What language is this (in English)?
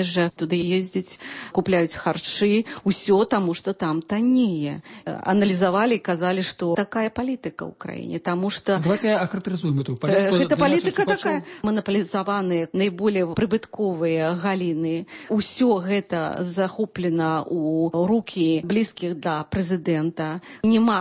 Belarusian